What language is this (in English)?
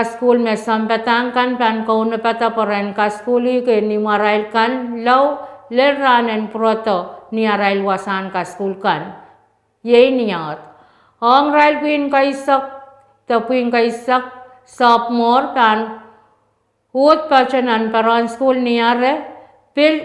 Pohnpeian